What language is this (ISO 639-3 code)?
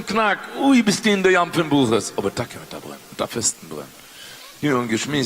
yid